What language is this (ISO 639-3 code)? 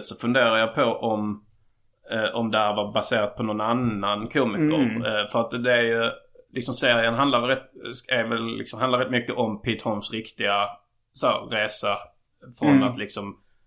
swe